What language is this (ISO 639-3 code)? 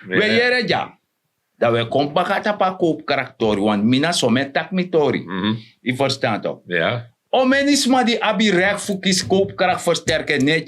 srn